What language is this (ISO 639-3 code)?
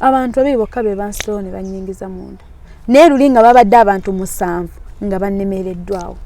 lug